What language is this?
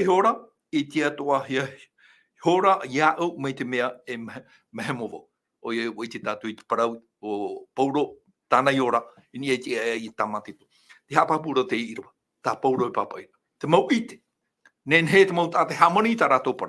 Tahitian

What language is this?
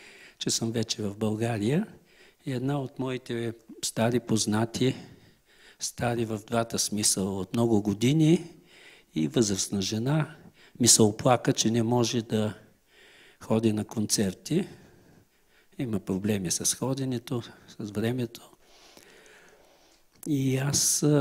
Bulgarian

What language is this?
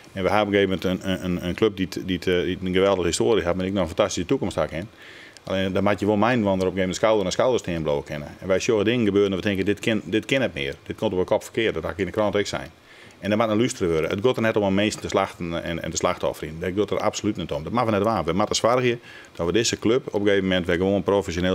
Western Frisian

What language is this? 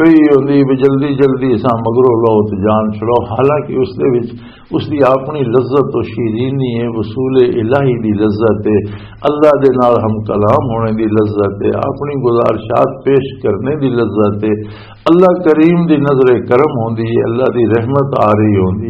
Western Panjabi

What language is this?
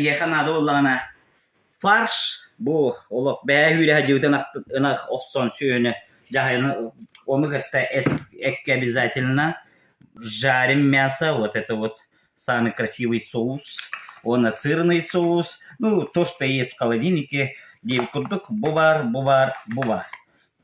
Yakut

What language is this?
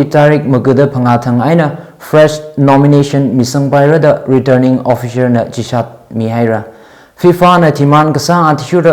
Tangkhul Naga (India)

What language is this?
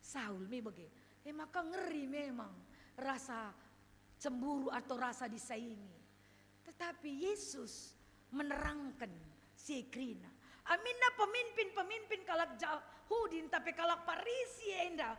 Batak Karo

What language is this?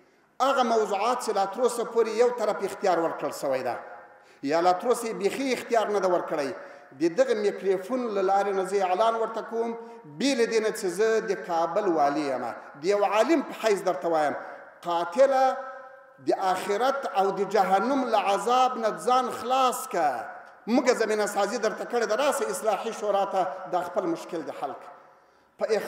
Pashto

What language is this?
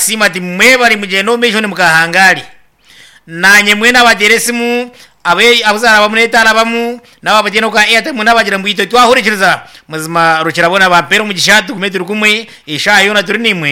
Nyankole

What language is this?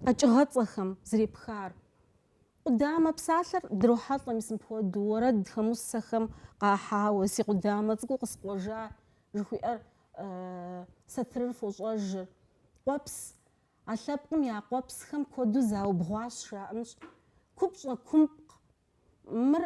Kabardian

